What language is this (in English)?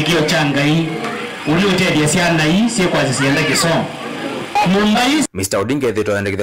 Kamba